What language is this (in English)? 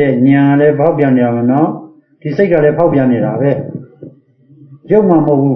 Burmese